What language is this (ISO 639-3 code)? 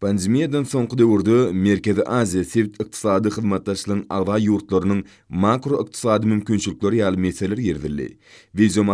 tuk